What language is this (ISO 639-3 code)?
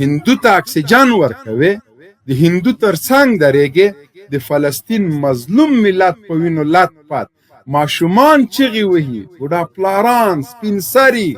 pus